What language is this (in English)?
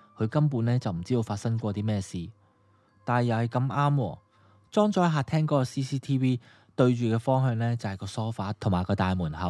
Cantonese